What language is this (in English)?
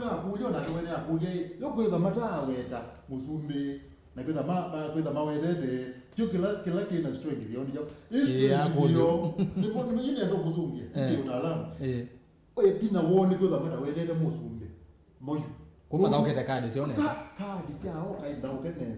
Kamba